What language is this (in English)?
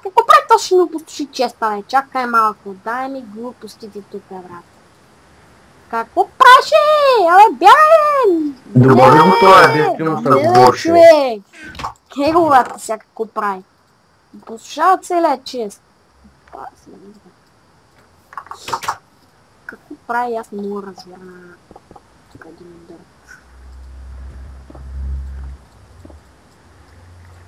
Bulgarian